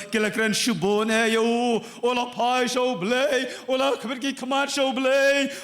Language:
Khasi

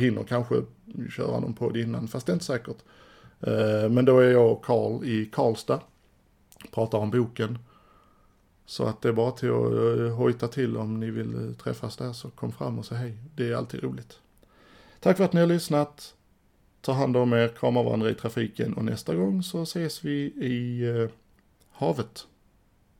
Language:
Swedish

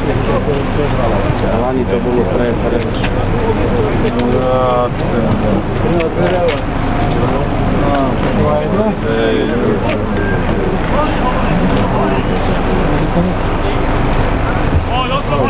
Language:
Slovak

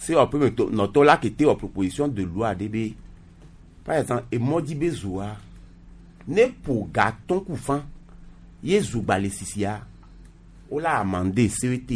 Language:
Gen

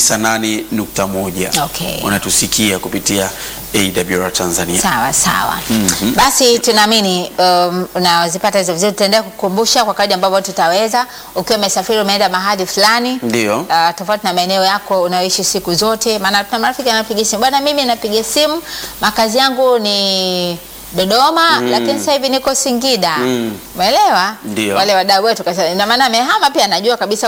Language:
Swahili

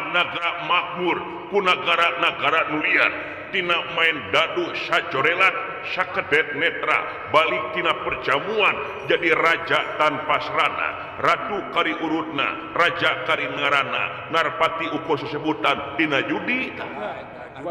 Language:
Sundanese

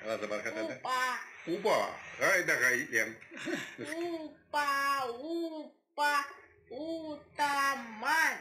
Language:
Chuvash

